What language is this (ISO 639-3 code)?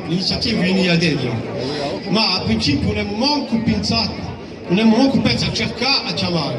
cos